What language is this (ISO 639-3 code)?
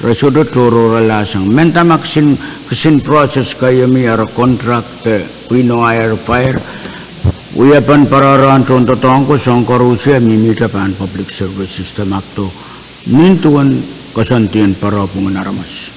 pon